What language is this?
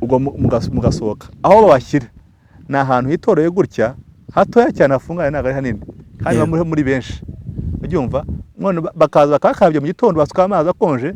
Kinyarwanda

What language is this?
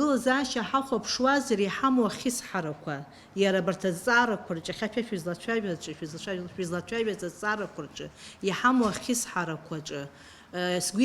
Abkhazian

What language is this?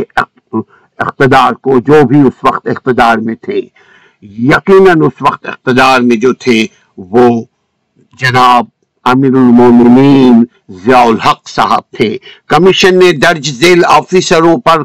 Urdu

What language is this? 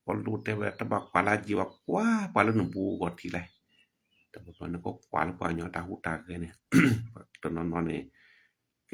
S'gaw Karen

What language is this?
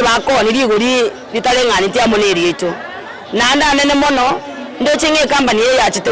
Gusii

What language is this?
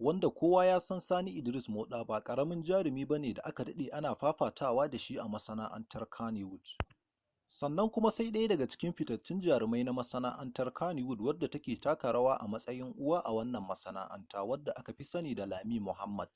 Hausa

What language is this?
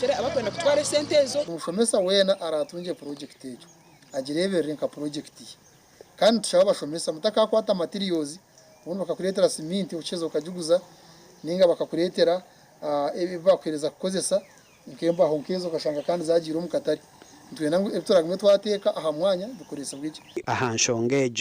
Nyankole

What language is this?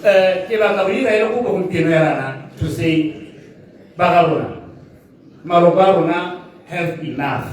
Tswana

